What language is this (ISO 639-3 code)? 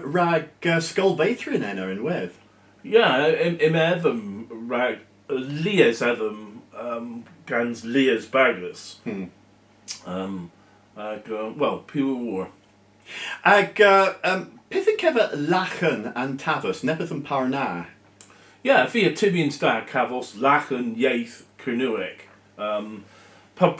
cor